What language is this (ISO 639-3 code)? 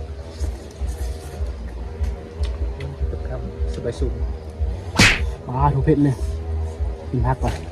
lao